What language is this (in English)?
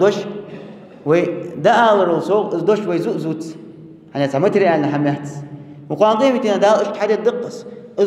Ingush